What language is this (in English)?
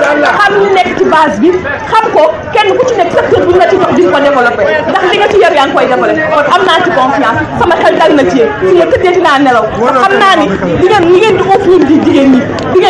Wolof